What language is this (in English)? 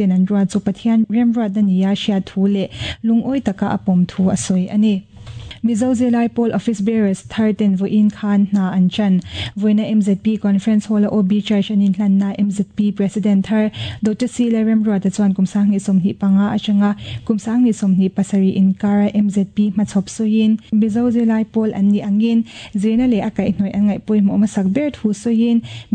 Mizo